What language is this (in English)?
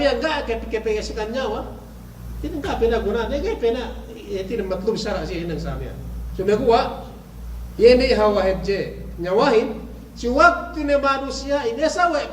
Yakan